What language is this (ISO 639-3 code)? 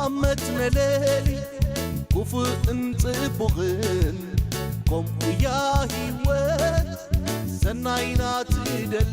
tir